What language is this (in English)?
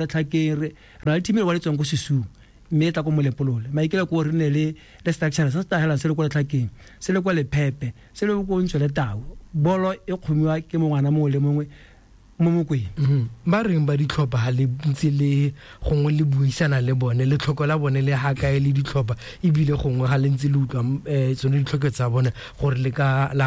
Tswana